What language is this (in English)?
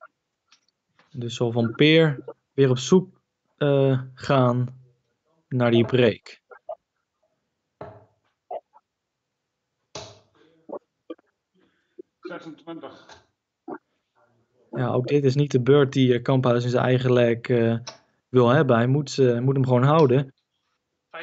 Dutch